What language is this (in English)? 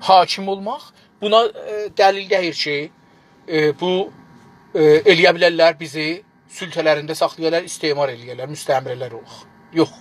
South Azerbaijani